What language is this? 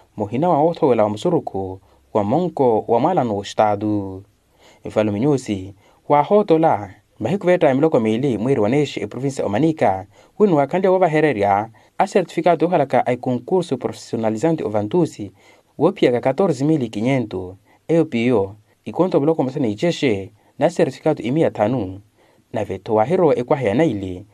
Makhuwa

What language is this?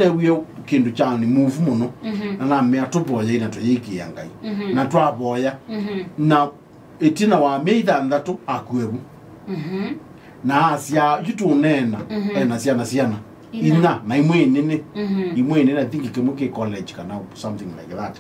Kamba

